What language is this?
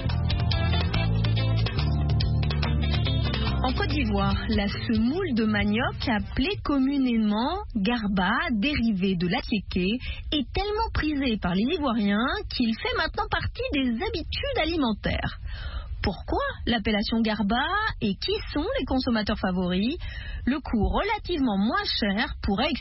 French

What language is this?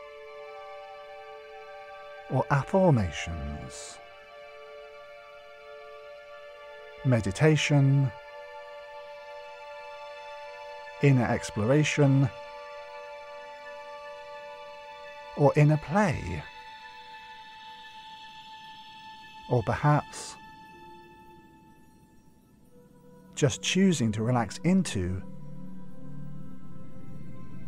English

